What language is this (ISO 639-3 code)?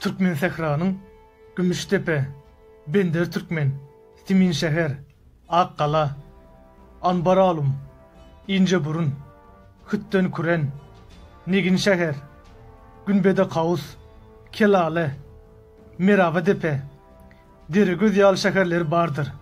tuk